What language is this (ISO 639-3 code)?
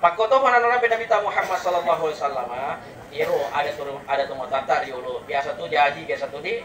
bug